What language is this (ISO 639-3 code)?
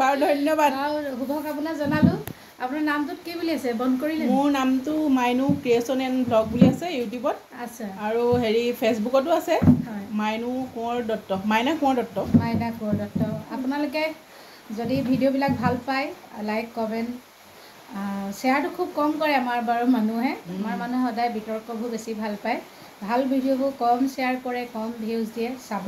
asm